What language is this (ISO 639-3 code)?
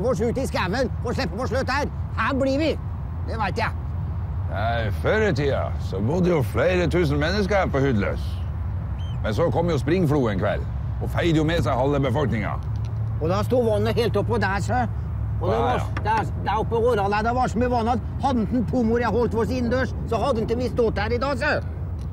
nor